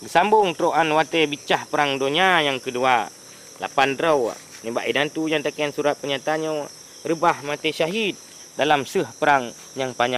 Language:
Achinese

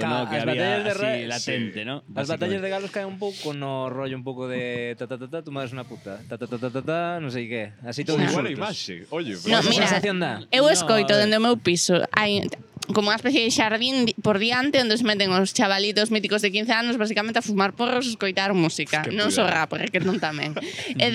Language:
Galician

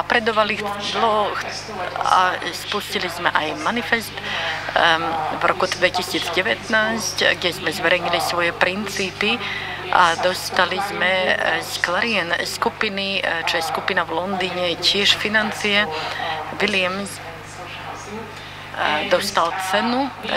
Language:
Slovak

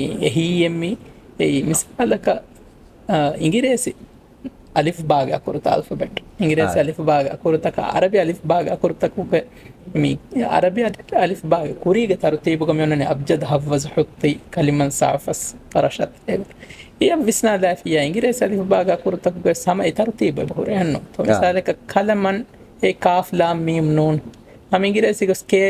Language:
Divehi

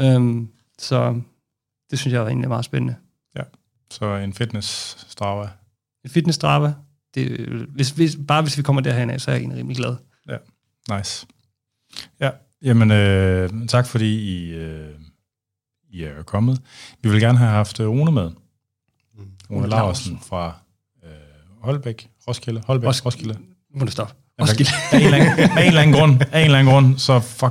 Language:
Danish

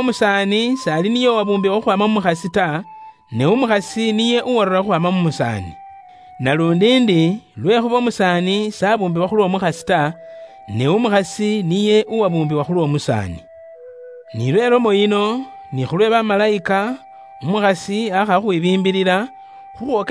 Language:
Luyia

